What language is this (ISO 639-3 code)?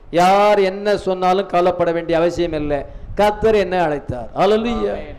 tam